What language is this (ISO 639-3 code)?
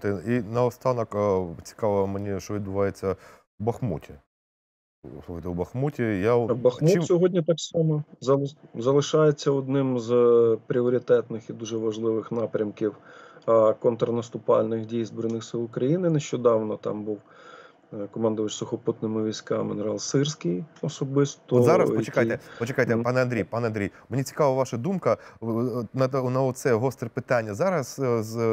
ukr